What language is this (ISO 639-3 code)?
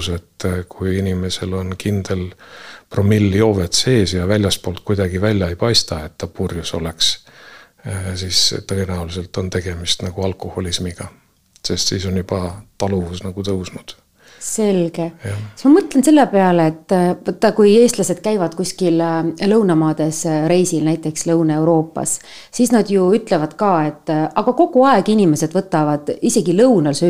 est